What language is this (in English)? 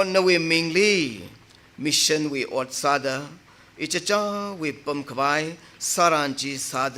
Tangkhul Naga (India)